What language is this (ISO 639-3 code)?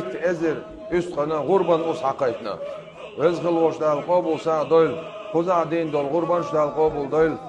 che